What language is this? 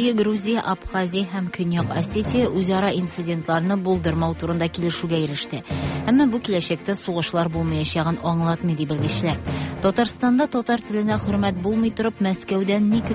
Tatar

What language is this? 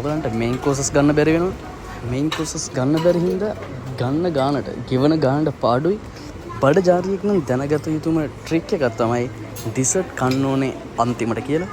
Sinhala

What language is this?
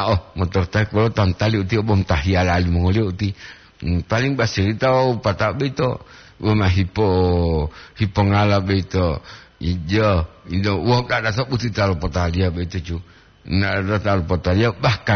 Gorontalo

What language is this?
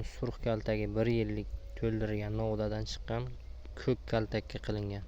Uzbek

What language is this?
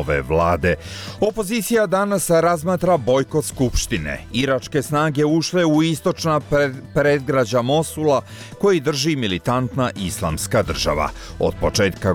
Croatian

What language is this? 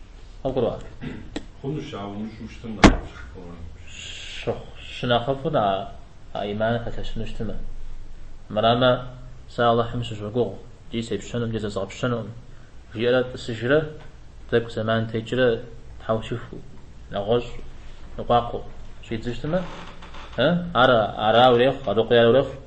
Kabardian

